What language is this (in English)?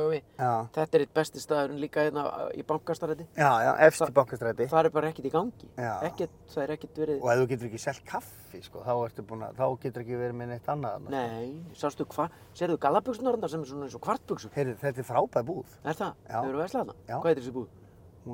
Icelandic